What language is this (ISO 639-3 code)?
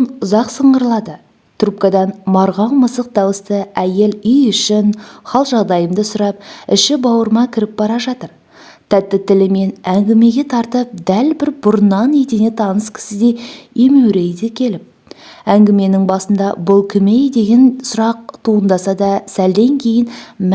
kaz